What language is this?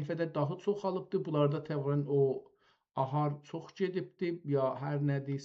South Azerbaijani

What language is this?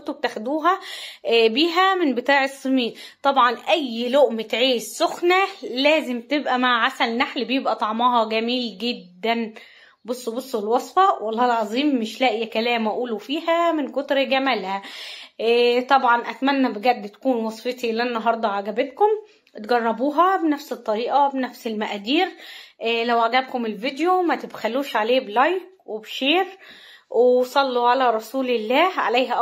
Egyptian Arabic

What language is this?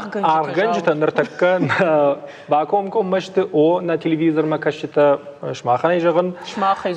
Ossetic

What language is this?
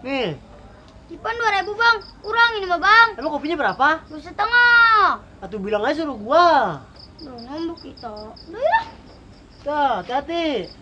Betawi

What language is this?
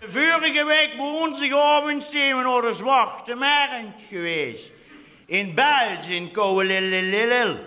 Limburgish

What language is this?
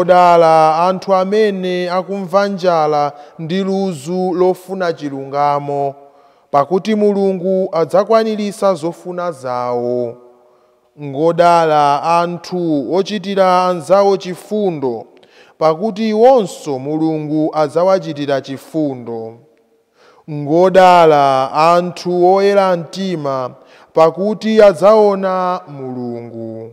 Nyanja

